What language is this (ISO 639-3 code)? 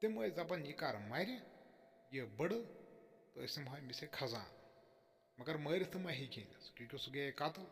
kas